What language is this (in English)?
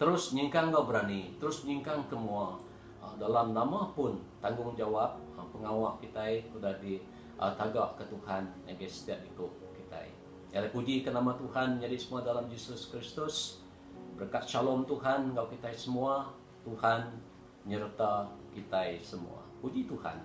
Iban